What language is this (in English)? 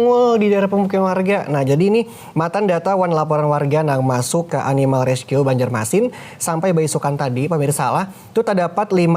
Banjar